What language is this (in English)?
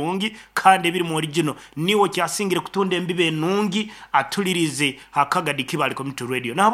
Nyankole